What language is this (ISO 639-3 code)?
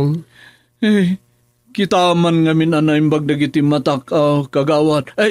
ilo